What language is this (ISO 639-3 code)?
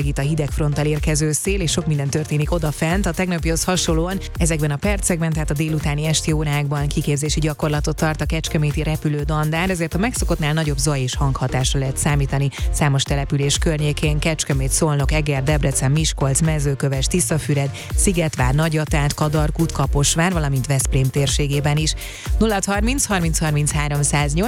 hun